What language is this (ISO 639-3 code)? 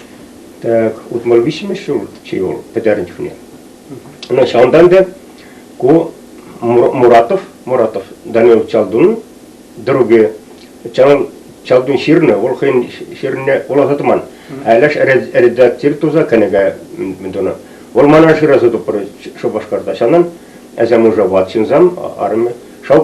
chv